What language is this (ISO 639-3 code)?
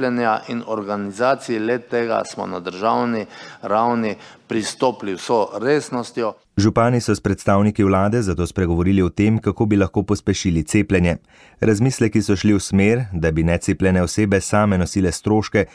slv